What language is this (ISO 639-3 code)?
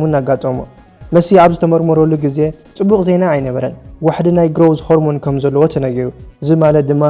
tir